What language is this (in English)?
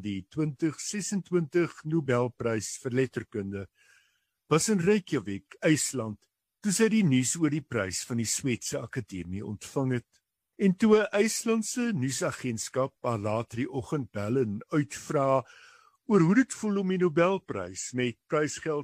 Afrikaans